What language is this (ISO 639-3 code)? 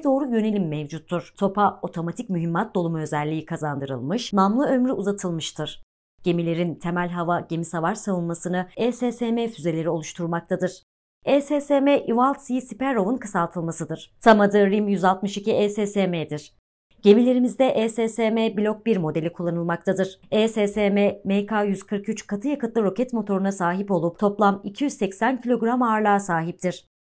tur